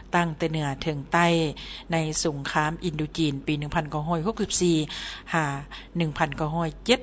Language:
Lao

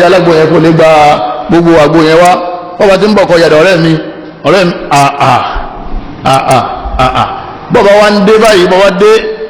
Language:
Yoruba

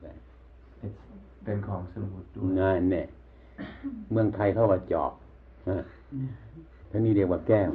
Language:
Thai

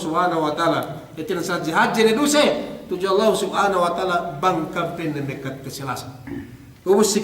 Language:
Yakan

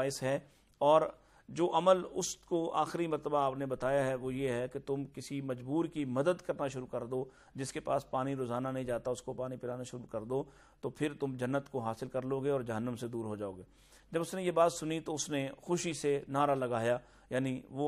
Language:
Urdu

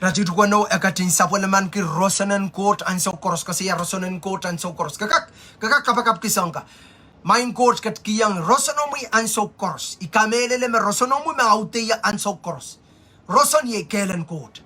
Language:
Pohnpeian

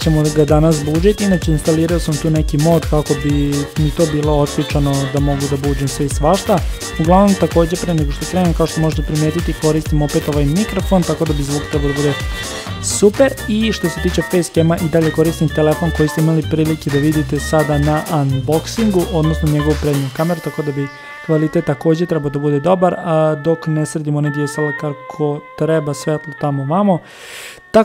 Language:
Serbian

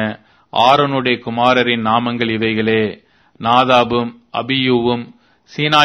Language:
Tamil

